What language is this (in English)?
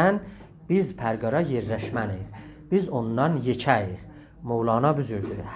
South Azerbaijani